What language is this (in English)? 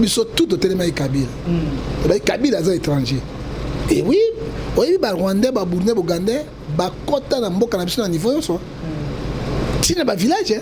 Lingala